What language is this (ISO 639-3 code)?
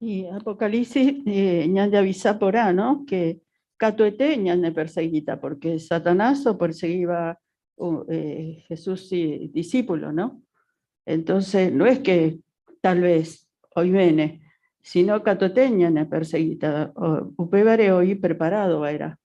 grn